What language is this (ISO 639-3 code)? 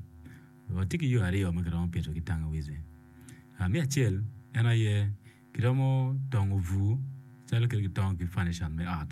ach